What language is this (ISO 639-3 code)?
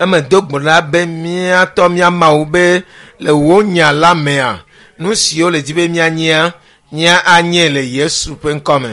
ewe